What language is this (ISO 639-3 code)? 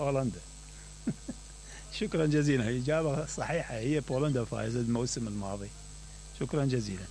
acm